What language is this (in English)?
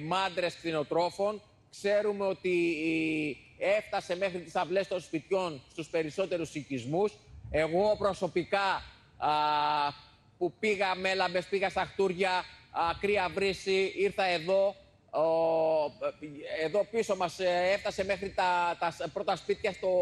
Greek